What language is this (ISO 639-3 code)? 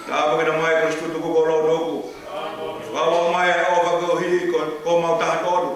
ton